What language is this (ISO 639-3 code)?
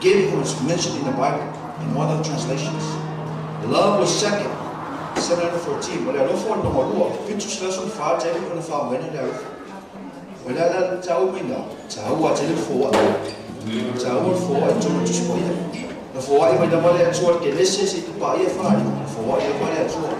smo